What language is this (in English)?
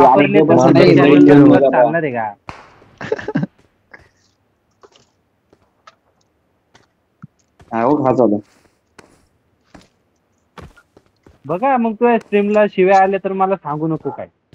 Marathi